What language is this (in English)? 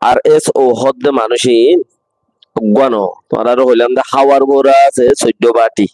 Rohingya